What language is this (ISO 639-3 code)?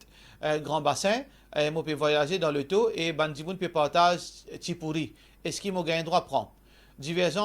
mfe